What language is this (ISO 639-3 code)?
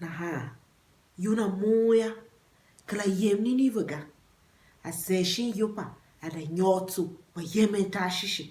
tiv